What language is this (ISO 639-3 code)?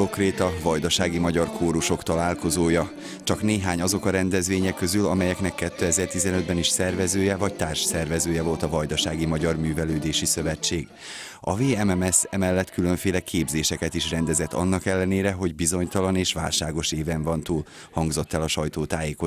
hun